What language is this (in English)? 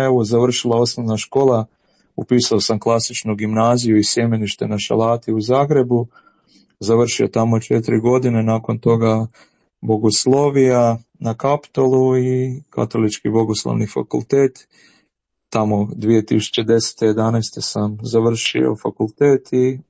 Croatian